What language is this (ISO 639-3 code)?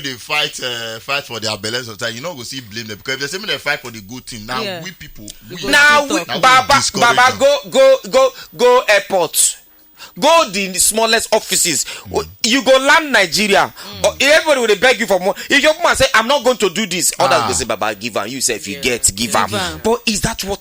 pcm